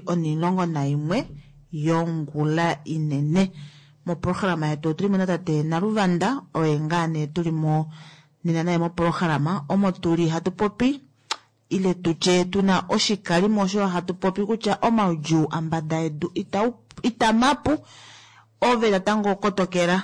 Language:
Kuanyama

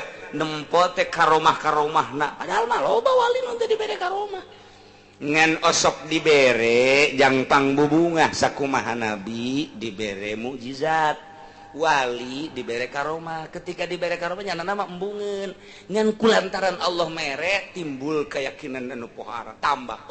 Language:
Sundanese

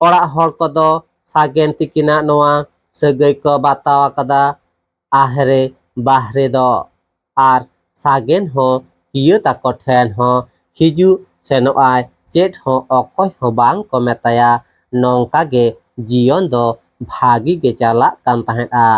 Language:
Santali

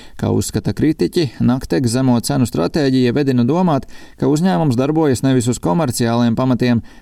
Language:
Latvian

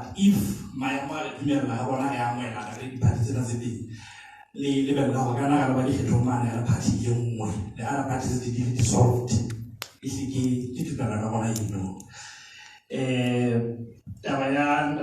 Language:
Southern Sotho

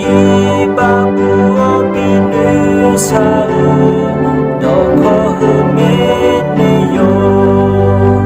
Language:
Akha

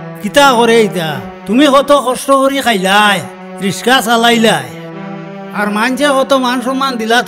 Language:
Sylheti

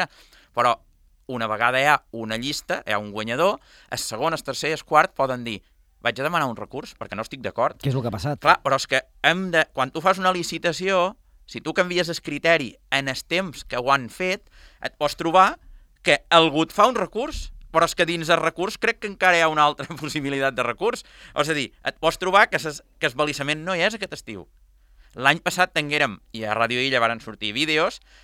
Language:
Catalan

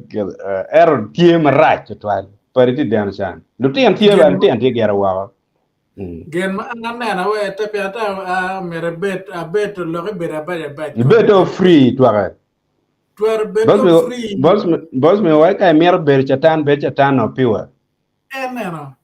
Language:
Acoli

